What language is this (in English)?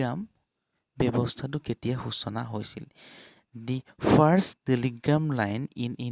Assamese